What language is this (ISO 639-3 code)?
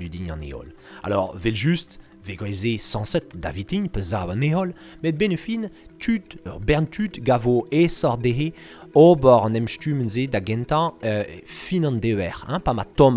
bre